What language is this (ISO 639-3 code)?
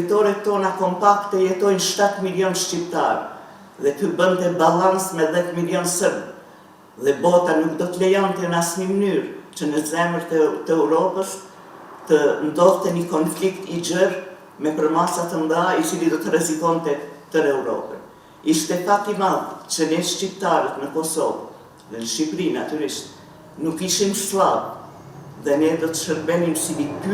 sqi